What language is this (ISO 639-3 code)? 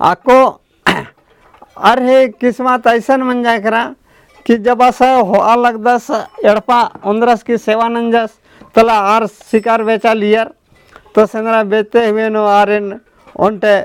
kru